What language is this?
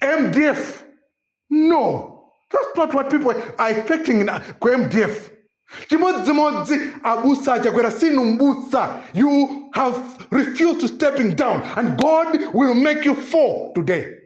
Nyanja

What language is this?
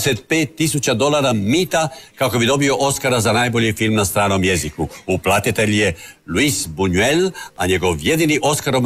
Croatian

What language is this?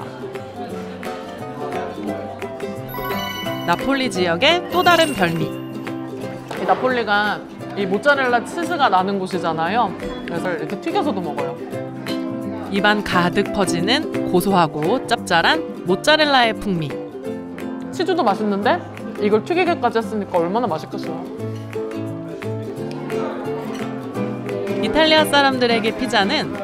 Korean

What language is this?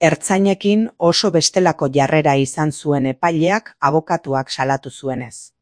Basque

